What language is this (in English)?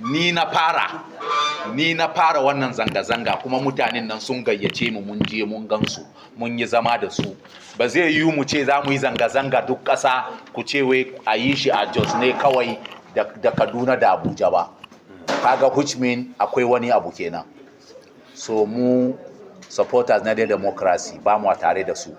Hausa